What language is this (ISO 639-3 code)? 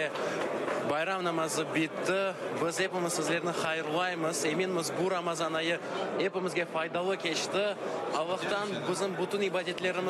crh